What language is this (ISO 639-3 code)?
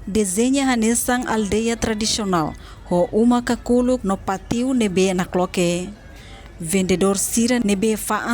tet